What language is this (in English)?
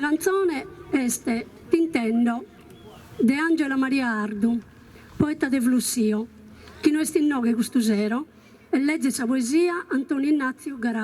Sardinian